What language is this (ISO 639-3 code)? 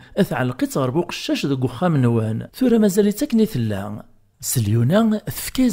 kab